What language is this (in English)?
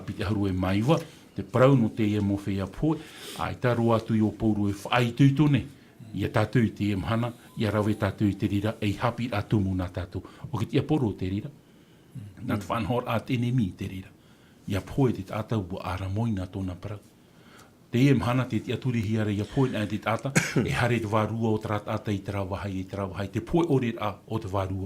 Tahitian